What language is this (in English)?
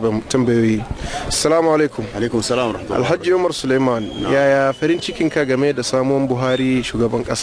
Hausa